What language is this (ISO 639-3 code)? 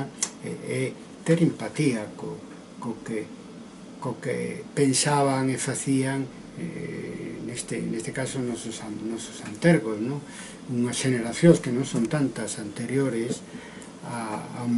glg